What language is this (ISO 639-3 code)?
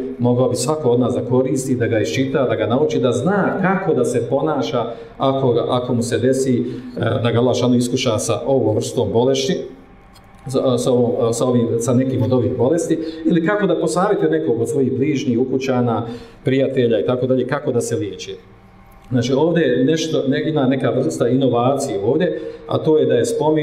bos